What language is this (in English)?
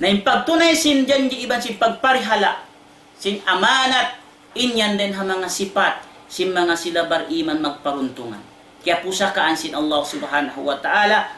Tausug